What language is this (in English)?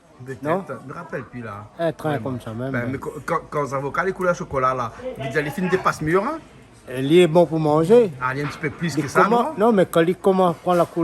Réunion Creole French